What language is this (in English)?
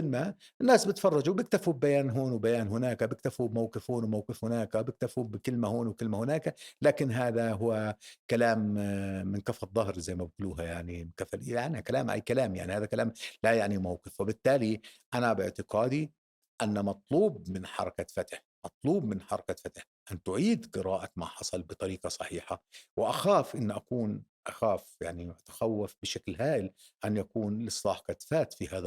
North Levantine Arabic